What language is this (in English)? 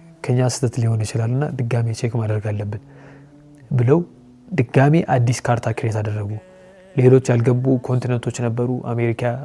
Amharic